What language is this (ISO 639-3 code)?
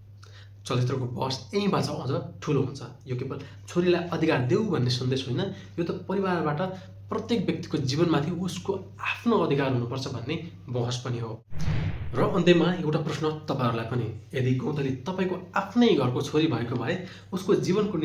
nep